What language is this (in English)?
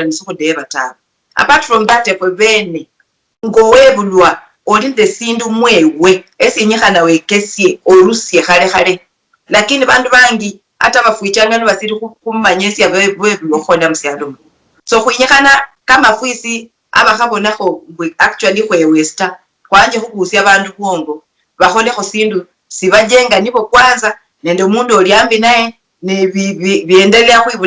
Luyia